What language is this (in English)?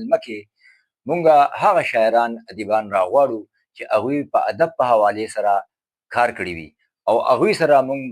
Pashto